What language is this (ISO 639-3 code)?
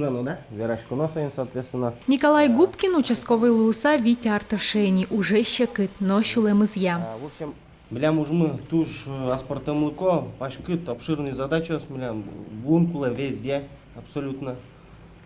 udm